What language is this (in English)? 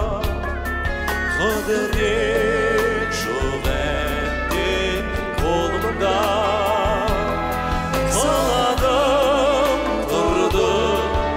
Kazakh